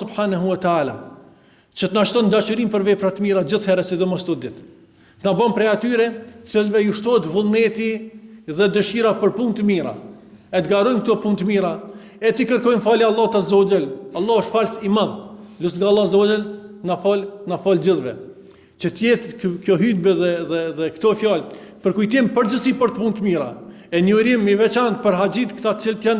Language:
Albanian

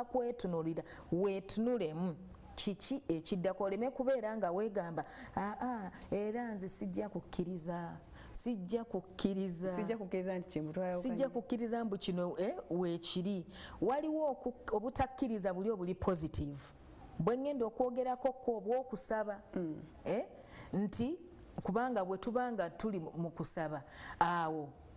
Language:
Ganda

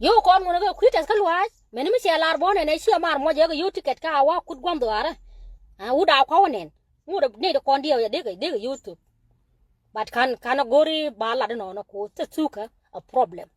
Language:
Nuer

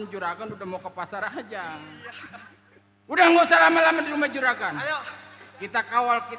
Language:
Betawi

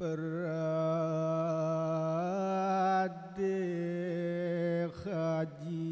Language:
Balinese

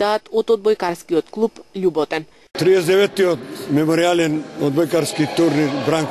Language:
Macedonian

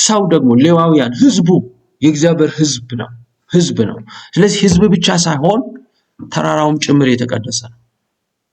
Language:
Amharic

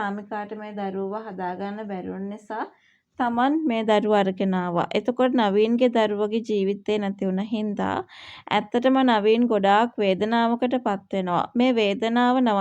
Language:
Sinhala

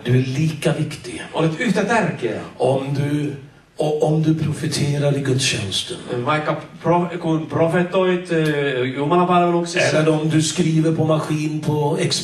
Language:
Swedish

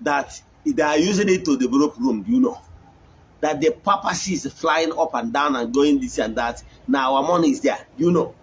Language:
Igbo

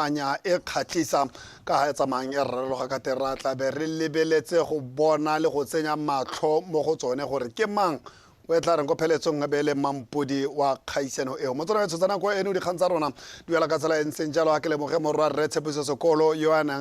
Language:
Tswana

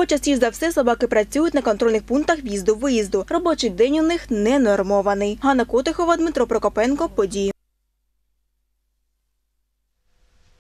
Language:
Ukrainian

